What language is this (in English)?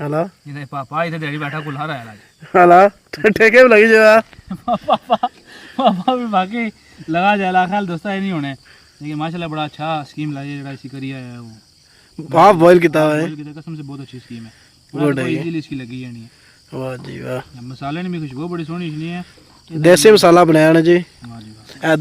Pahari-Potwari